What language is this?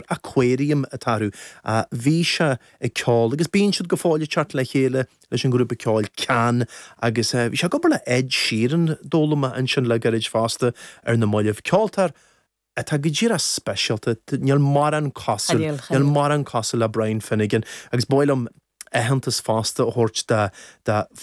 Irish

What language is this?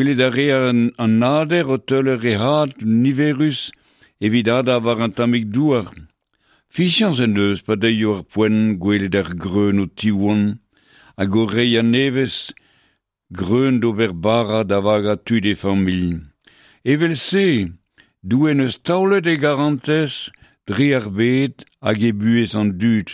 Breton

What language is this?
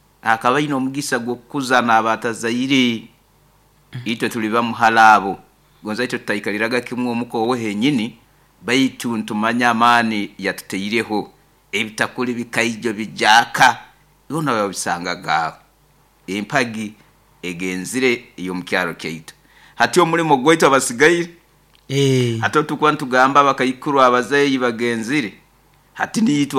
Nyoro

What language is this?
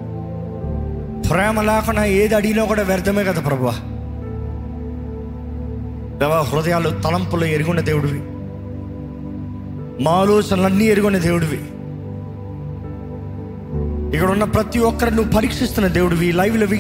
Telugu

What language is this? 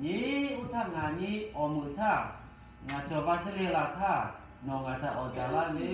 Lahu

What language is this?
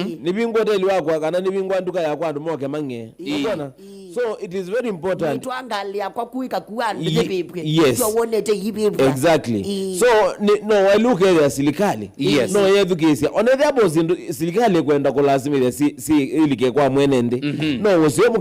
Kamba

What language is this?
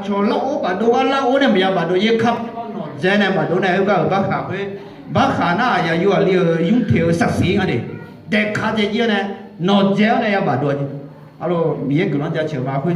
Akha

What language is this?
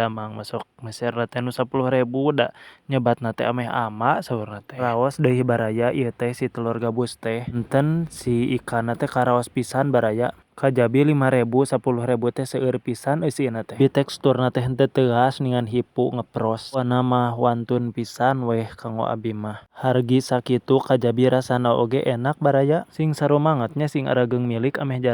Sundanese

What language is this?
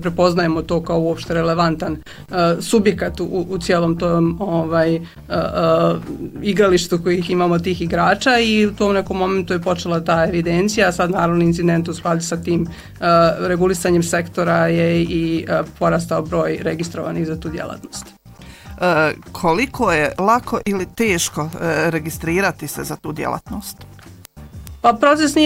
Bosnian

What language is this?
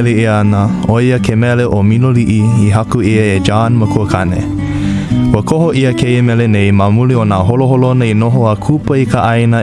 Hawaiian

